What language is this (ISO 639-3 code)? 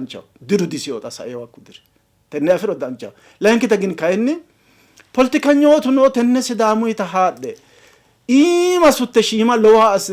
sid